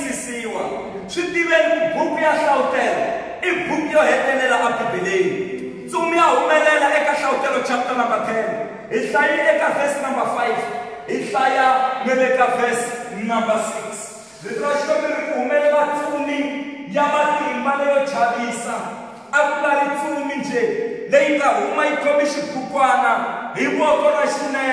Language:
Tsonga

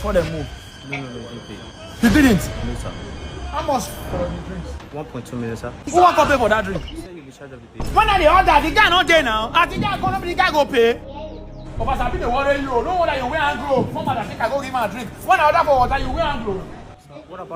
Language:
Nigerian Pidgin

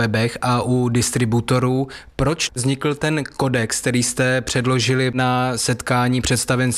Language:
Czech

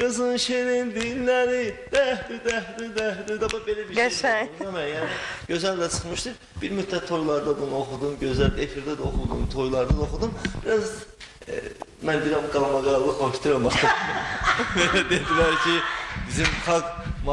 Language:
Azerbaijani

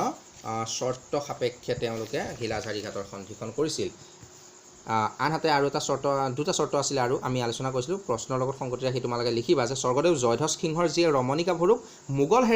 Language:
Assamese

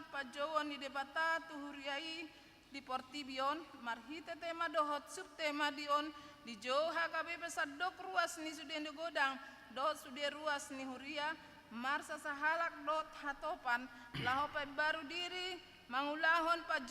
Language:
Batak Toba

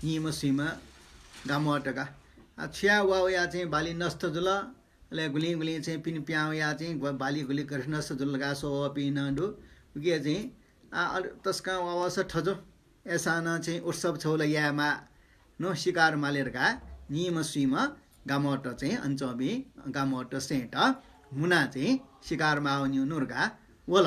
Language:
Newari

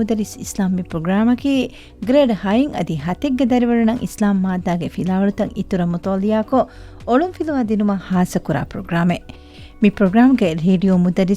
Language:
Divehi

